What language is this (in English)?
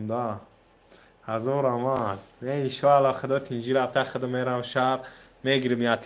Tajik